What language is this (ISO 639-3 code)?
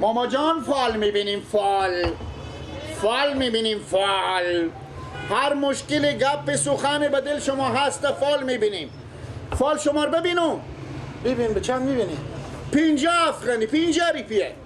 fas